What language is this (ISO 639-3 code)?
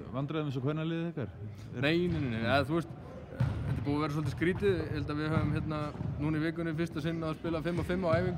isl